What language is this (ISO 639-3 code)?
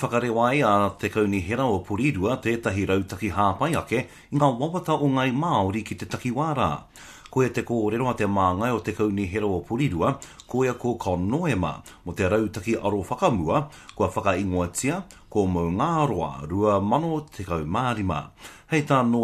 mri